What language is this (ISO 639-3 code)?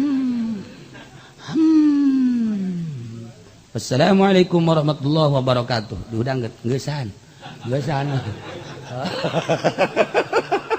sun